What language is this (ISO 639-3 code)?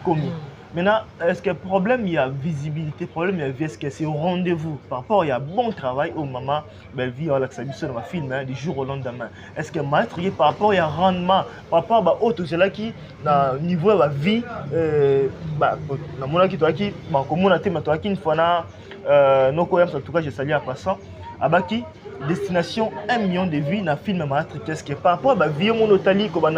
lin